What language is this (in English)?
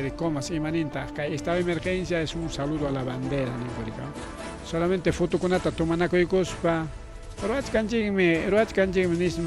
Ayacucho Quechua